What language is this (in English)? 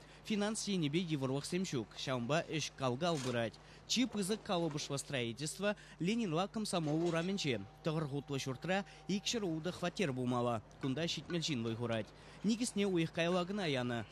Chuvash